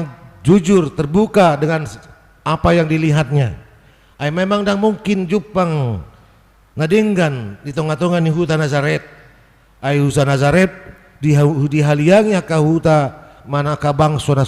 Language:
Batak Toba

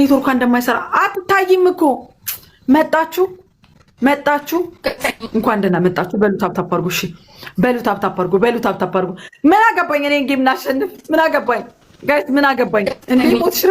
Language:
Amharic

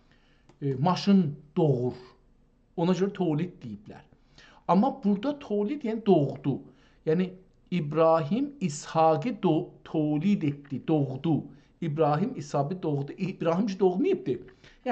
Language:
South Azerbaijani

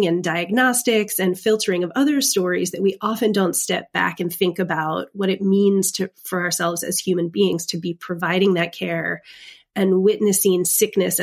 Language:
English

